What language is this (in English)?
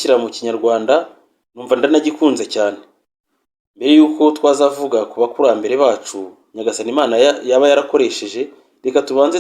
Kinyarwanda